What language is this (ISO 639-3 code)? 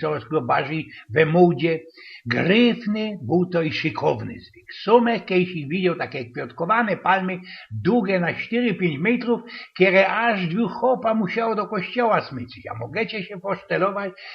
szl